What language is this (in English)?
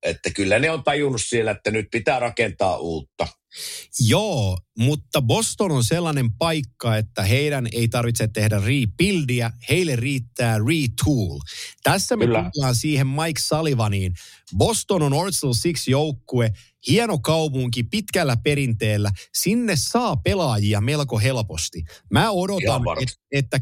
Finnish